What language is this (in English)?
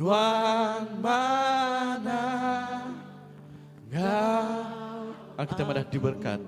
Iban